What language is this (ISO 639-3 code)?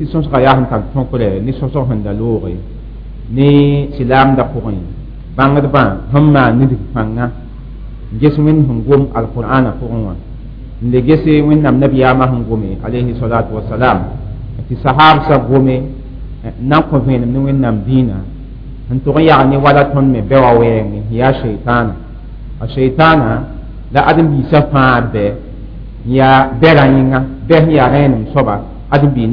mos